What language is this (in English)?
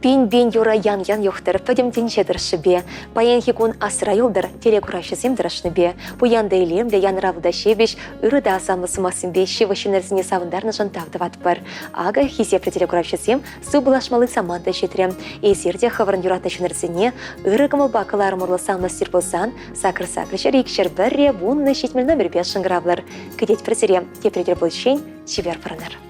Chuvash